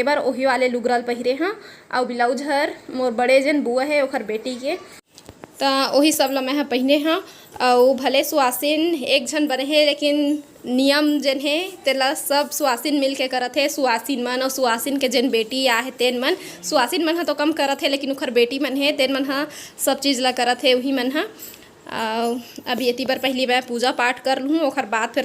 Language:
Chhattisgarhi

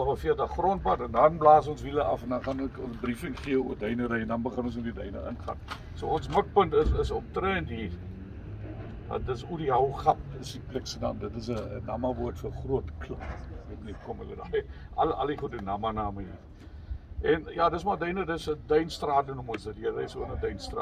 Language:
Afrikaans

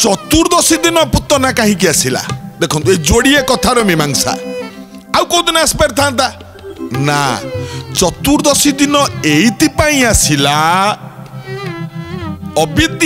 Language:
Odia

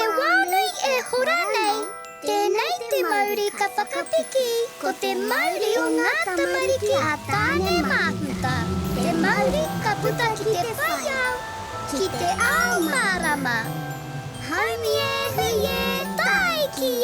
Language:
Māori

